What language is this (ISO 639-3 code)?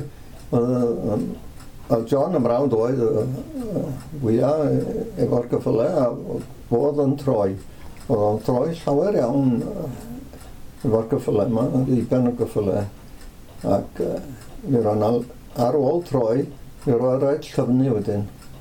cym